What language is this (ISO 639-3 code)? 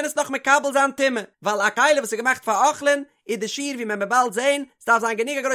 yid